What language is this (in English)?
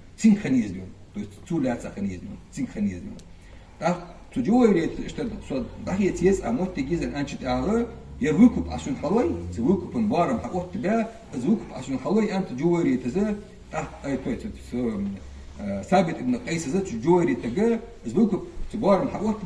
Ingush